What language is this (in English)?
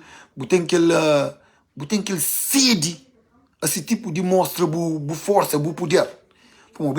Kabuverdianu